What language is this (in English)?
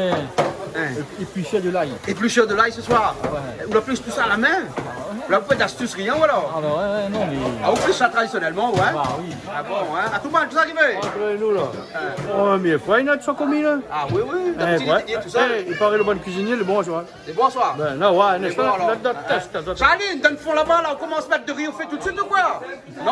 Réunion Creole French